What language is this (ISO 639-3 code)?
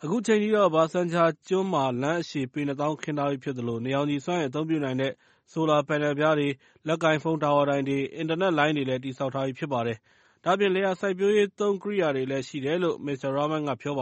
mya